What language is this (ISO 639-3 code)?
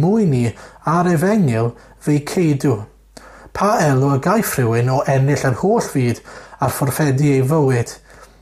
cym